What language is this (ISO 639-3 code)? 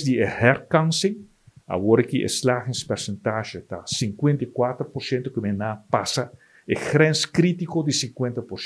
pap